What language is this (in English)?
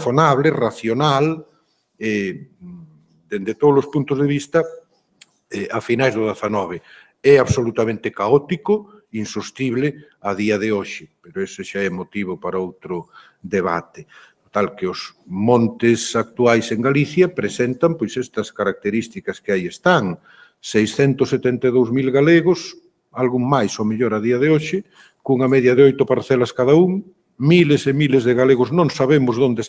Galician